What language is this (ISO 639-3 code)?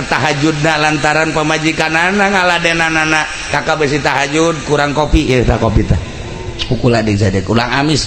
sun